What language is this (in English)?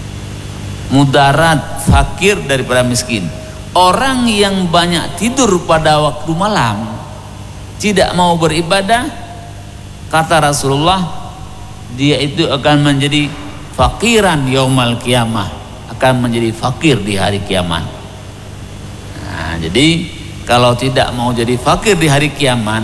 Indonesian